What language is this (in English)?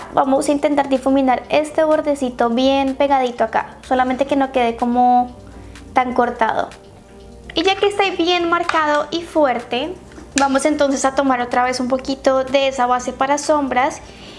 Spanish